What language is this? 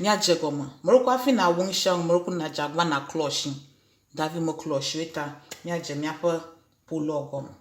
Ewe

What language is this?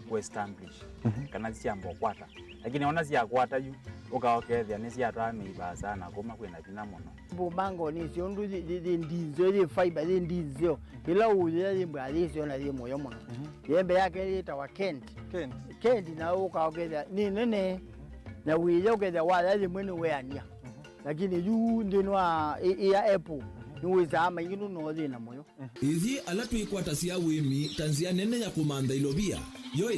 Kamba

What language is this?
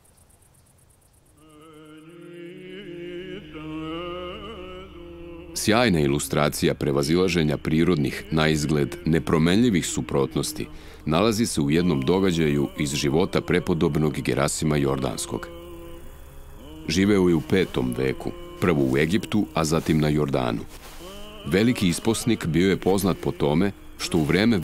Serbian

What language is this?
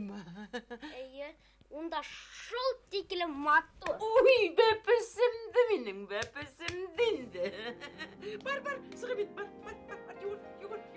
Bashkir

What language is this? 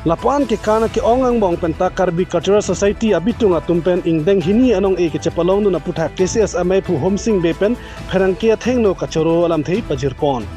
Karbi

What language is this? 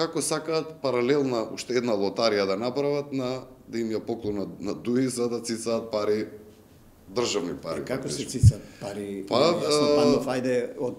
Macedonian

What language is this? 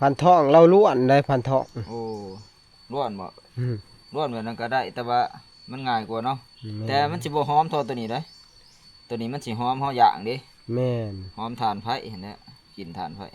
Northeastern Thai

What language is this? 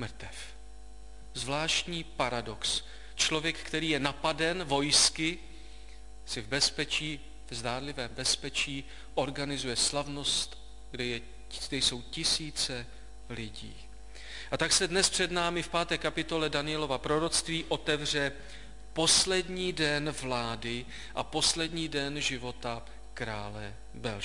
Czech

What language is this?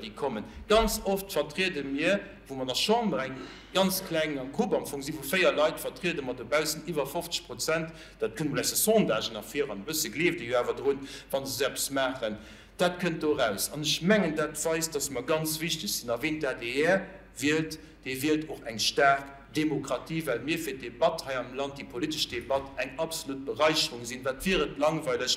Luxembourgish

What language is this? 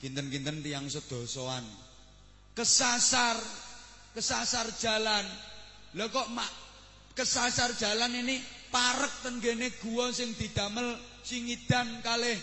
Javanese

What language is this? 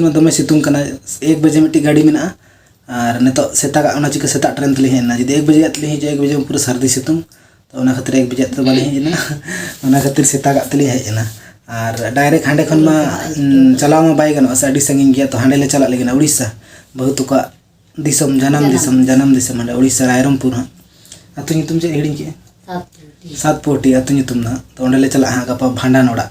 Santali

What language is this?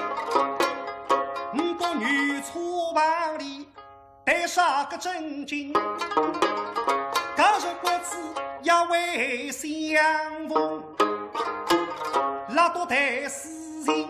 Wu Chinese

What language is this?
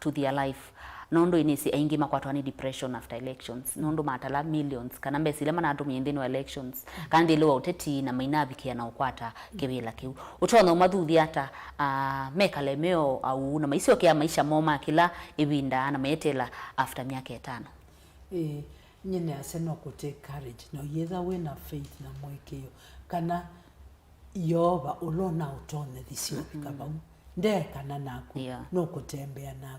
Kamba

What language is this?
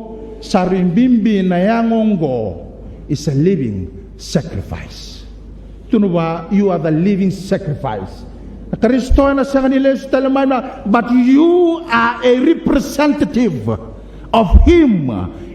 Fijian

